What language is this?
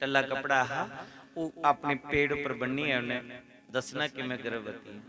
Dogri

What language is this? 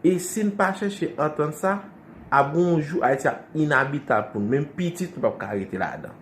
Haitian Creole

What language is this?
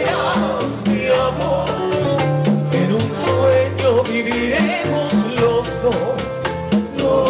Spanish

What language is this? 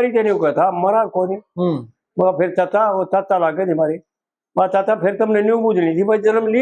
Haryanvi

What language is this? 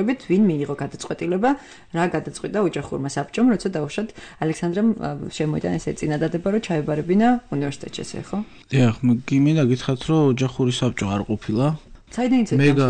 Georgian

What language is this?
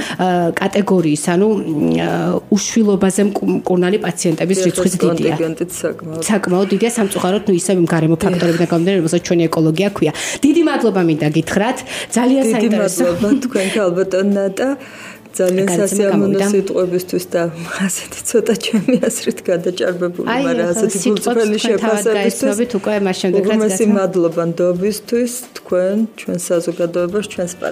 Georgian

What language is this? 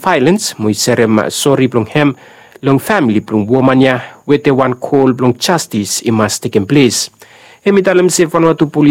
Bislama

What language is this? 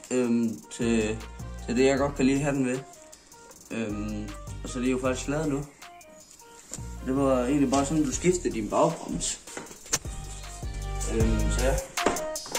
Danish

